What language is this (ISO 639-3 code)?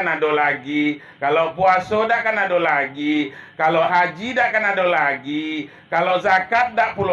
min